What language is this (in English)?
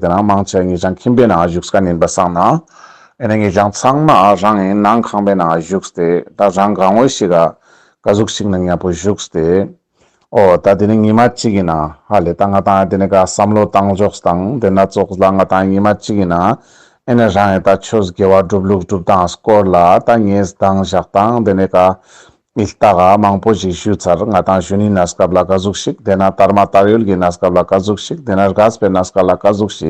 Ladakhi